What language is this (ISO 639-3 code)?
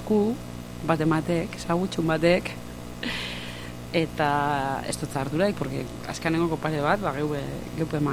eus